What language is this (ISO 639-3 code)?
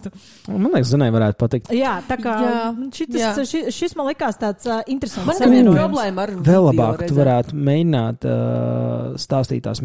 lav